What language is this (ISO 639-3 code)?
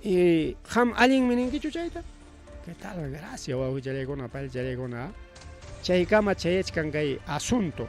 quy